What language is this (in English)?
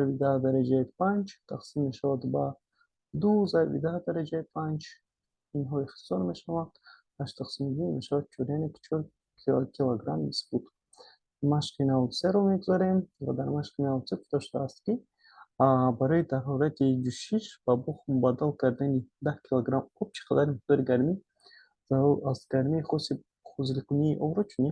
Tajik